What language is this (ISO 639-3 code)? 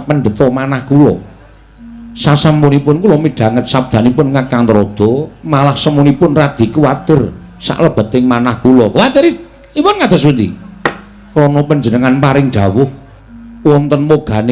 jav